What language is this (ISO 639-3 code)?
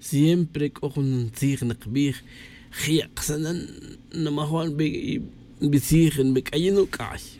tzj